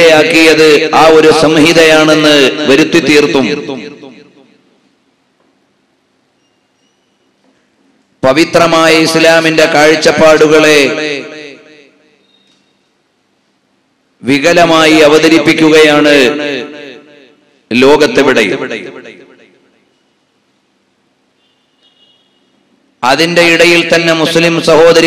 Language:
Malayalam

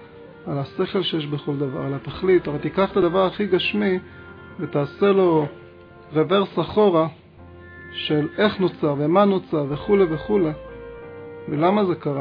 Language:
Hebrew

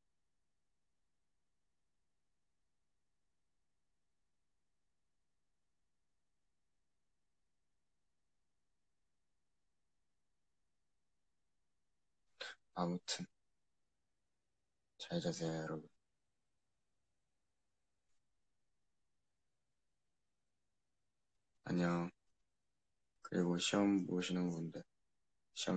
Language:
Korean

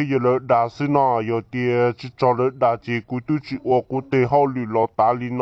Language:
Hmong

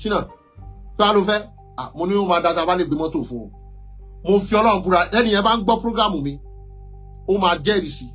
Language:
Yoruba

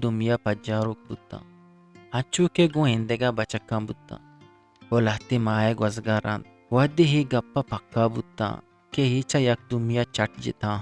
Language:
Eastern Balochi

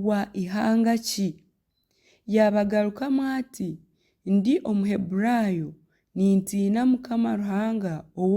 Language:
Nyankole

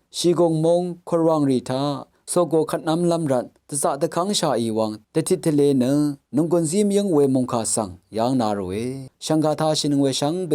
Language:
Rawang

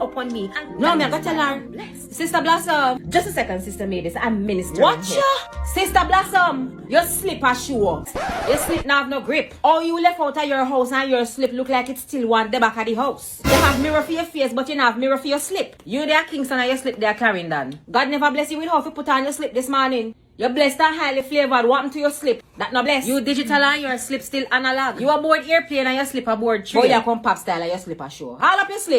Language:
Jamaican Creole English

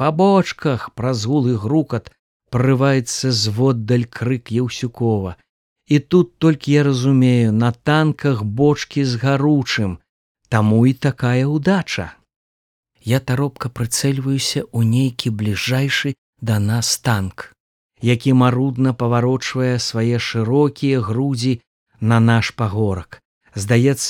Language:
Belarusian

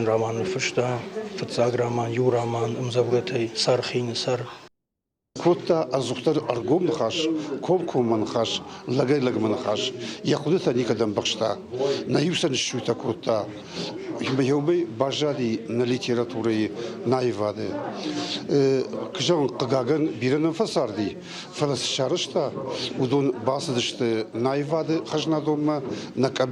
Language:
Ossetic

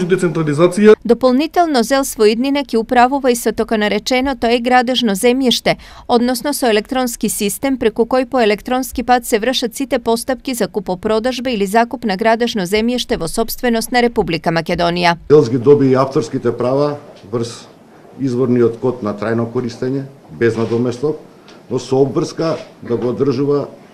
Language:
Macedonian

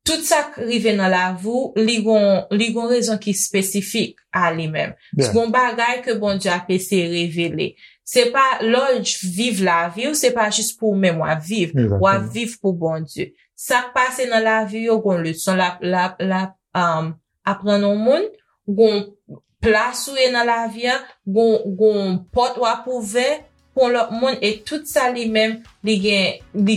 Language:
Haitian Creole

